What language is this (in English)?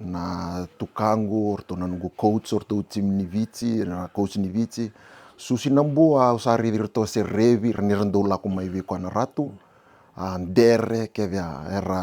Fijian